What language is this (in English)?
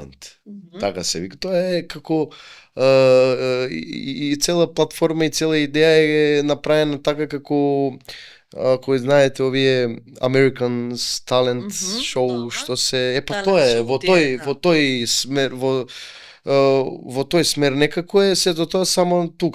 Macedonian